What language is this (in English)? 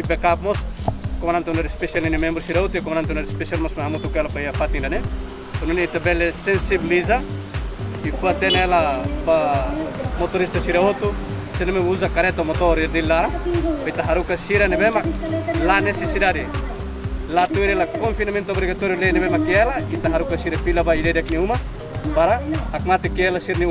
Tetum